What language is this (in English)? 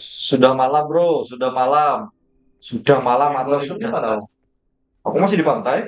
Banjar